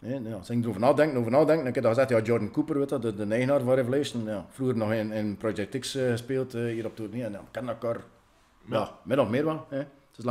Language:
Dutch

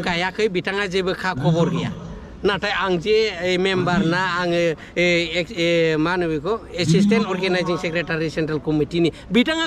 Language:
Bodo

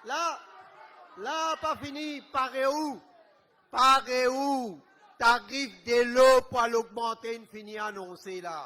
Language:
Morisyen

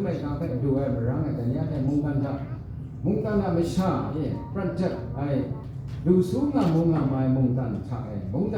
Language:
Kachin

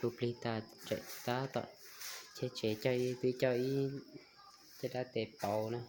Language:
Hmong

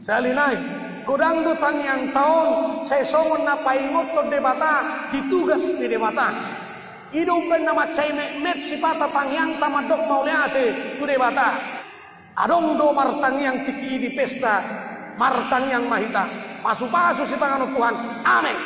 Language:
Batak Toba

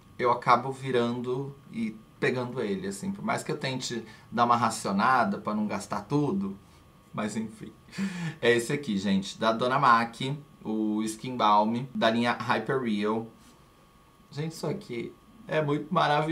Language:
Portuguese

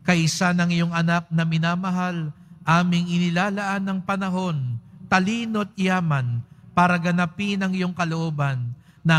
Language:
Filipino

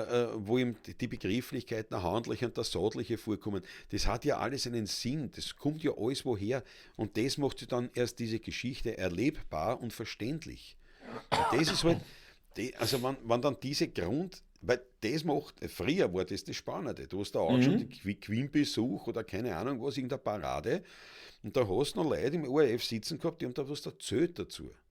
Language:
Bavarian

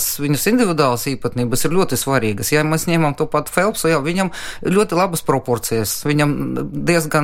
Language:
Latvian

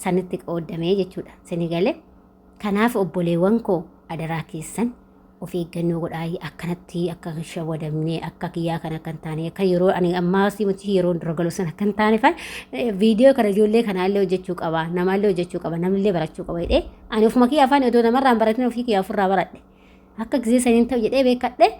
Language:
Oromo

